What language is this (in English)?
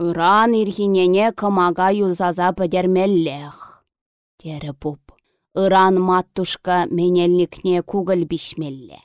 Chuvash